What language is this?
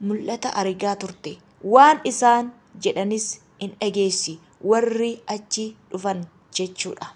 Oromo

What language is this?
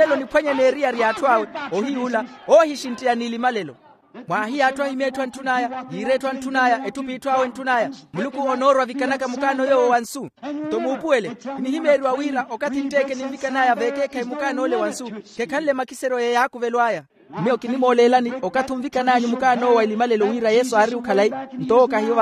Makhuwa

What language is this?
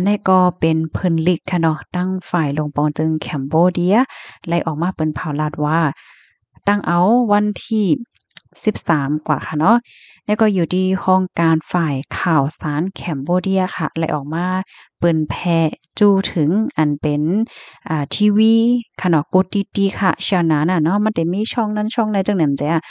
Shan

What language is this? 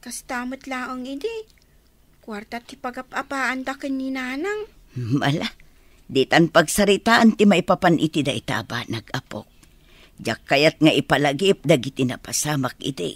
Iloko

